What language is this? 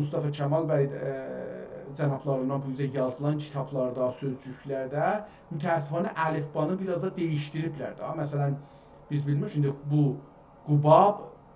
South Azerbaijani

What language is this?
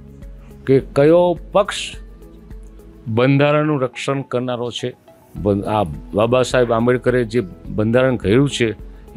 Gujarati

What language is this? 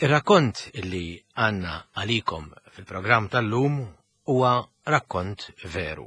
Maltese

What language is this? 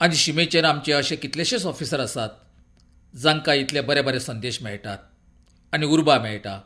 Konkani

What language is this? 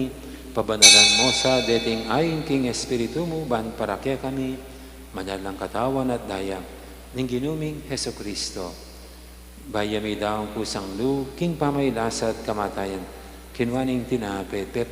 Pampanga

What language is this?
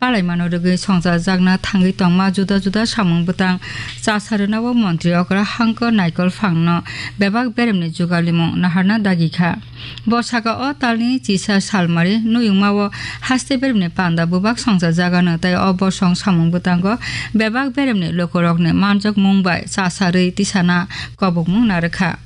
Kok Borok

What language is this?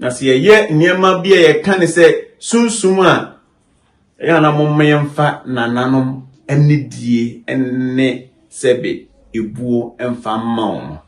Akan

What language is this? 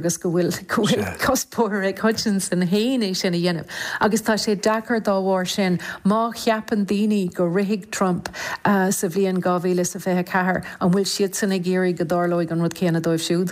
Irish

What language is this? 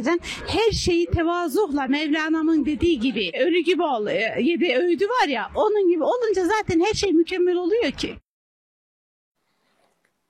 Turkish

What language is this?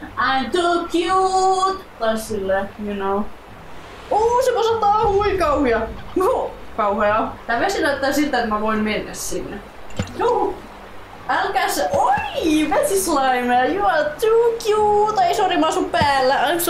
Finnish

